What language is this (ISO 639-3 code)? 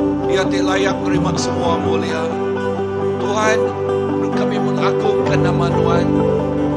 iba